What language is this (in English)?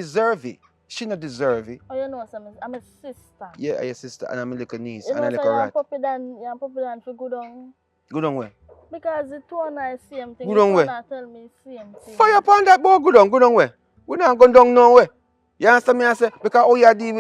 Jamaican Creole English